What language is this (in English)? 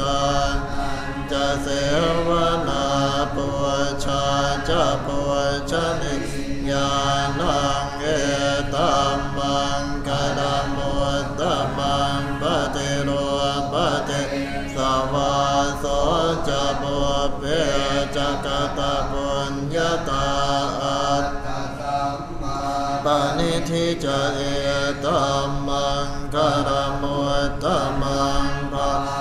Pali